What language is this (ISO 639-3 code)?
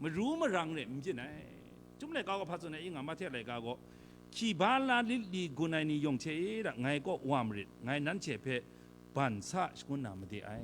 kac